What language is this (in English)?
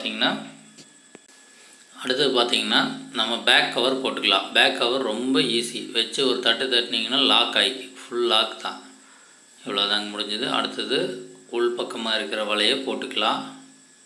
Tamil